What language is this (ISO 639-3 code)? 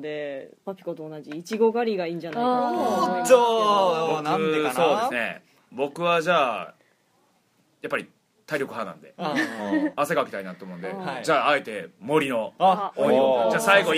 jpn